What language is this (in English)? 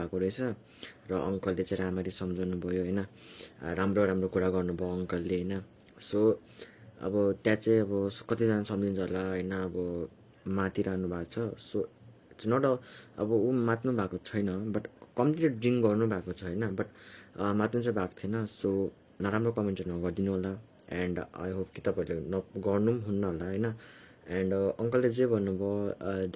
Nepali